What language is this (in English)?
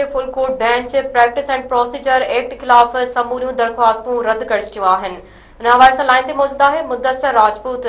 Sindhi